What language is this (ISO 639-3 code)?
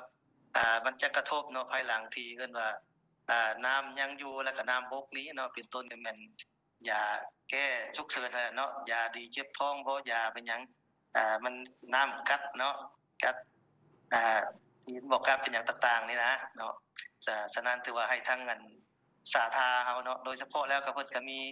lao